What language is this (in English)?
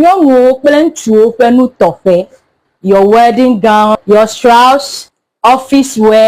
Ewe